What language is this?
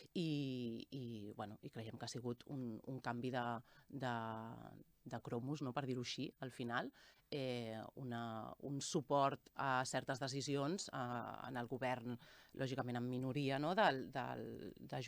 Catalan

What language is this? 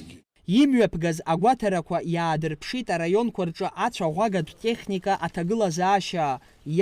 Abkhazian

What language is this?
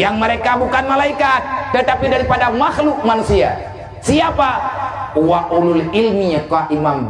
Achinese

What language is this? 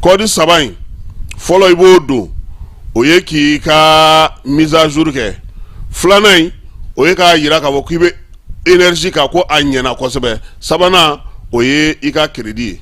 Bambara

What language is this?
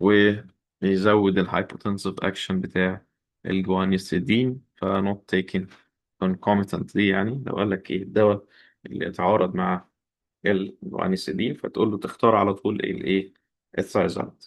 Egyptian Arabic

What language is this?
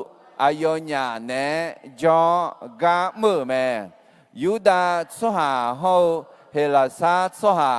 Akha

